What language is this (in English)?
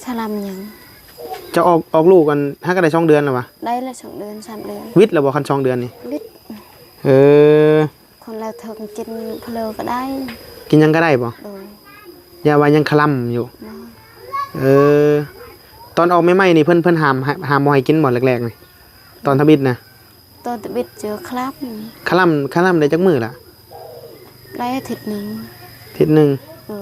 Northeastern Thai